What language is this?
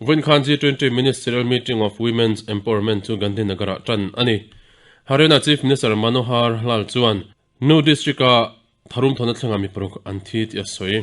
Mizo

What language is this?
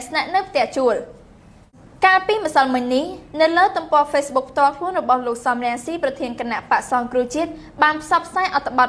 Khmer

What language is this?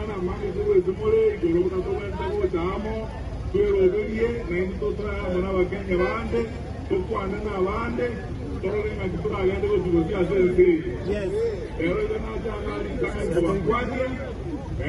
Gusii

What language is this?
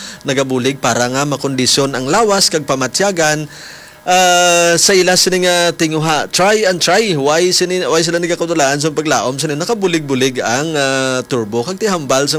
Hiligaynon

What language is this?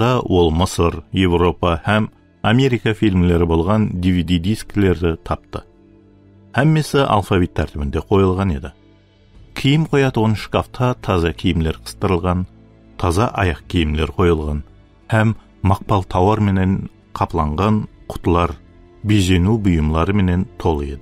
Kara-Kalpak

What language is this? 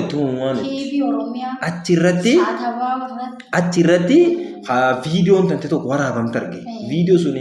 Oromo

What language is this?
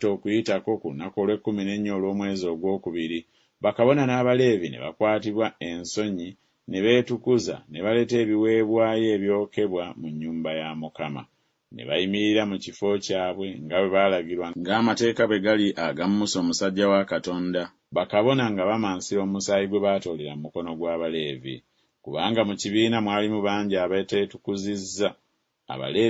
Ganda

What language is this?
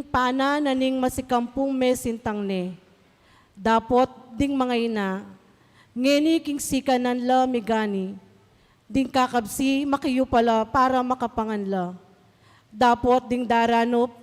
Pampanga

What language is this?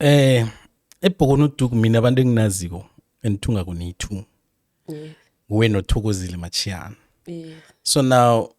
South Ndebele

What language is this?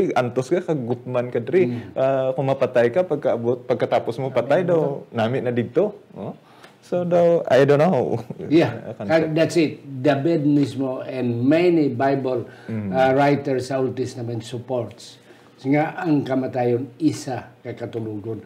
Hiligaynon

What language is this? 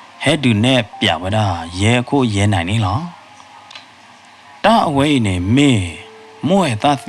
S'gaw Karen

